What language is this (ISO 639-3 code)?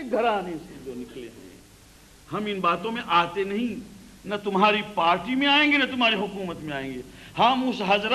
urd